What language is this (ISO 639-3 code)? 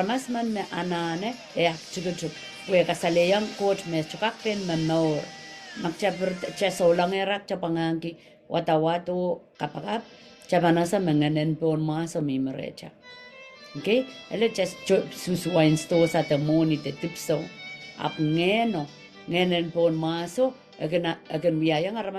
pon